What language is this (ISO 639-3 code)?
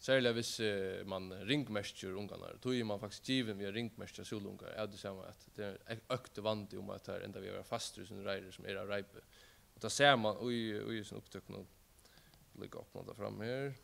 fao